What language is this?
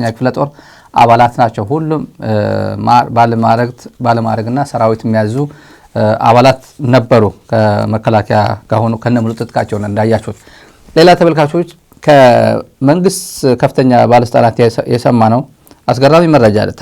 Amharic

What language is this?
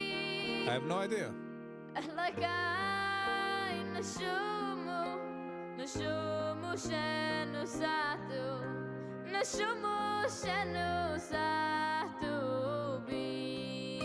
Yiddish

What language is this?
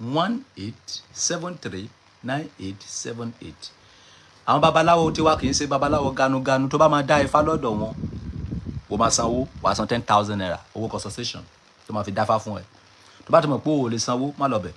Yoruba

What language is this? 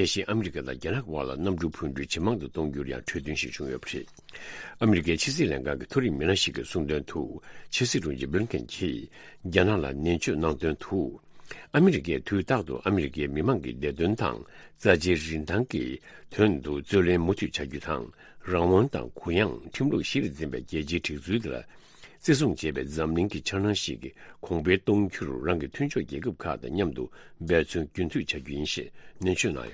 Tibetan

